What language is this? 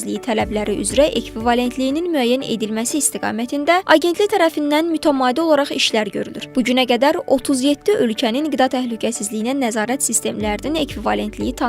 Azerbaijani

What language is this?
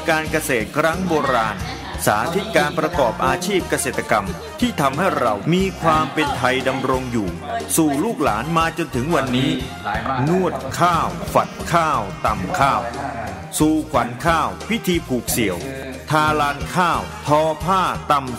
Thai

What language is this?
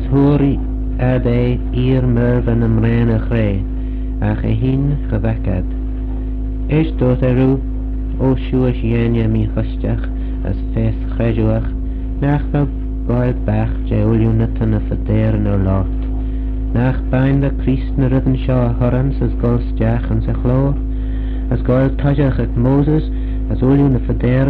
Manx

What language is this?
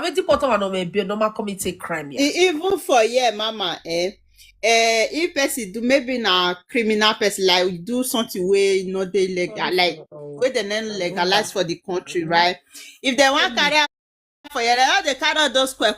Nigerian Pidgin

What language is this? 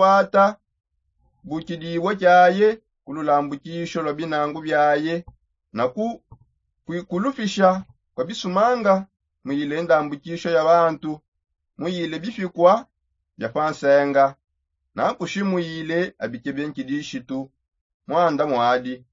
Songe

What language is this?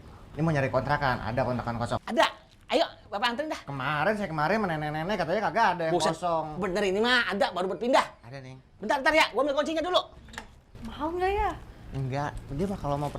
Betawi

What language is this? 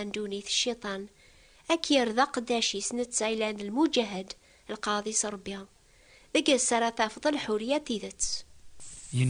Kabyle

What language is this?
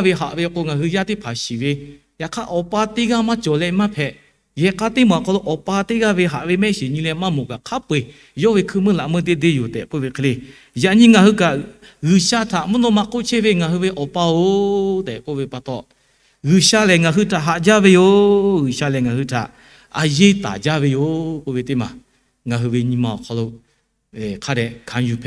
Lahu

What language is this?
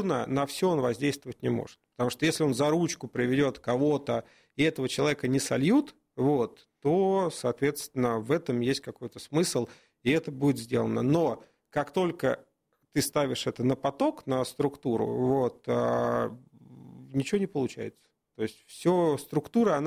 Russian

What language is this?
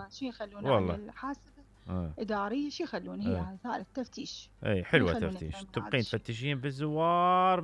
Mesopotamian Arabic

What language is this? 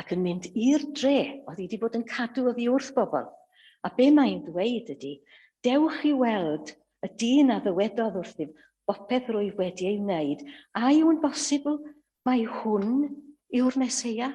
Welsh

